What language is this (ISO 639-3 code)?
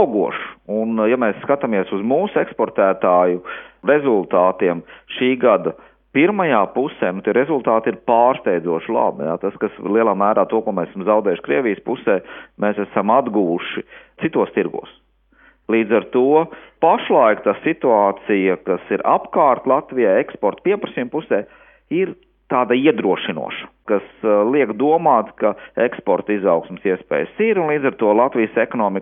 lav